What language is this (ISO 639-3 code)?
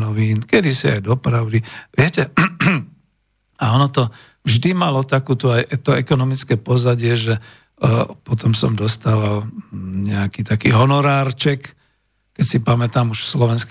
slk